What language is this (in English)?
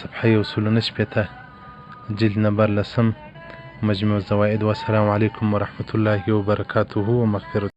Pashto